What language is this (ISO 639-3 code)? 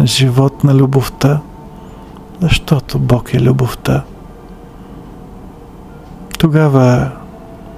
bul